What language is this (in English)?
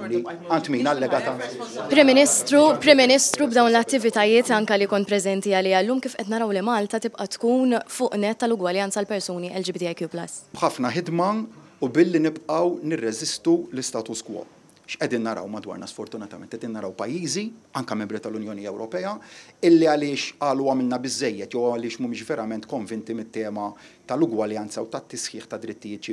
Maltese